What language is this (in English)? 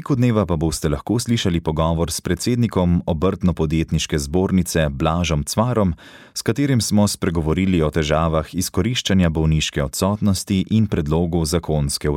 Slovenian